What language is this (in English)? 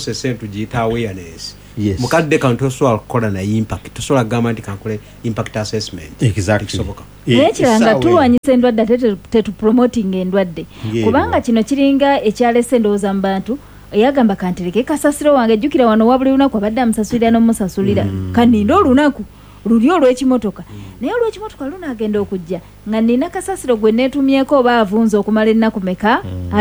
Ganda